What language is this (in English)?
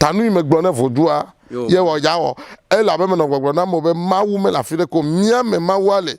Ewe